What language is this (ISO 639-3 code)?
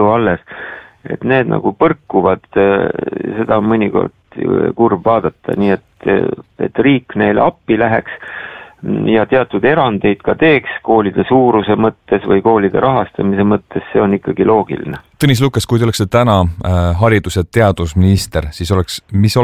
est